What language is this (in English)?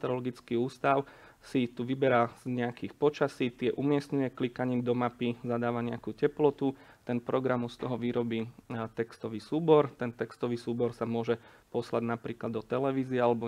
Slovak